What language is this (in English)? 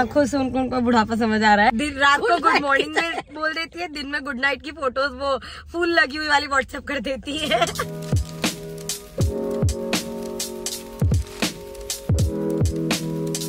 Hindi